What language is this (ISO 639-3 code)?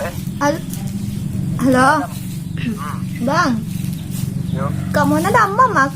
min